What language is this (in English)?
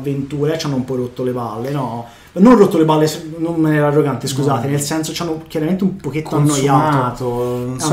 Italian